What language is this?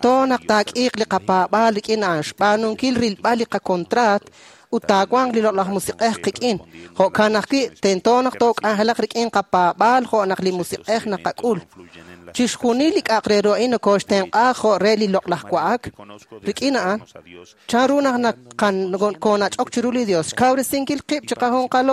Kekchí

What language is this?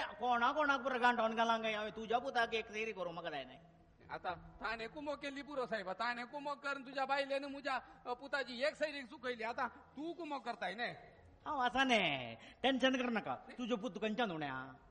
Konkani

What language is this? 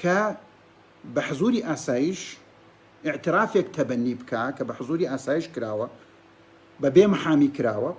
Central Kurdish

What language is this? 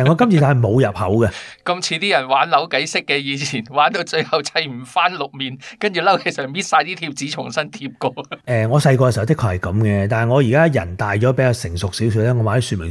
Cantonese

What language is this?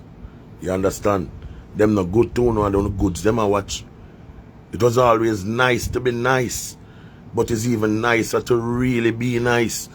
Jamaican Creole English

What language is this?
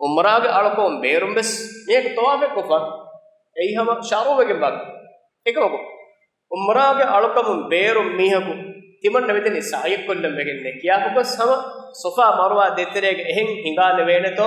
Divehi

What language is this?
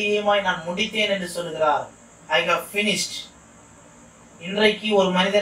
Tamil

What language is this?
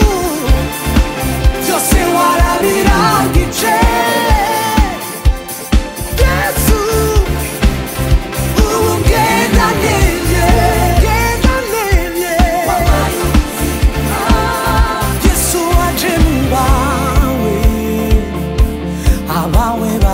Kinyarwanda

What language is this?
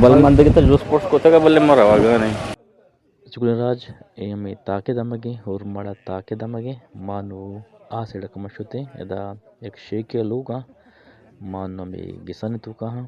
Eastern Balochi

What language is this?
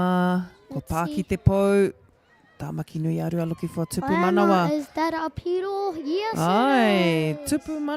Māori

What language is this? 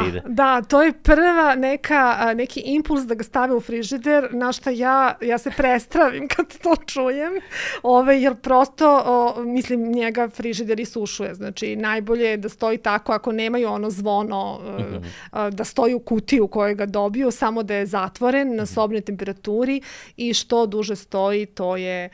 Serbian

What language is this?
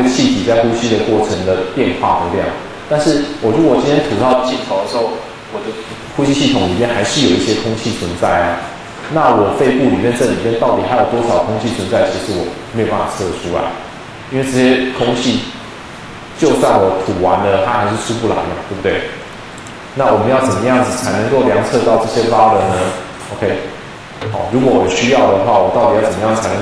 Chinese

